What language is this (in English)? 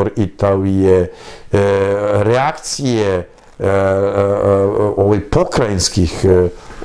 Serbian